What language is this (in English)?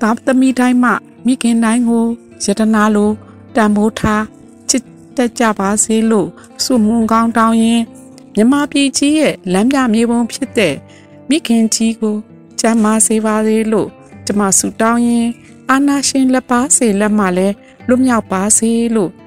Burmese